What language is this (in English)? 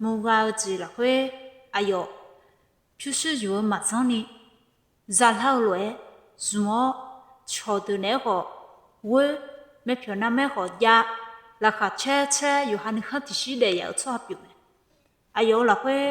Akha